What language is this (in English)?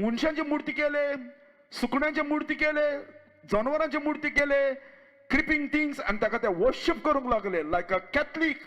Konkani